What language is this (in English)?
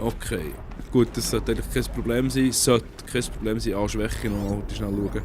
Swiss German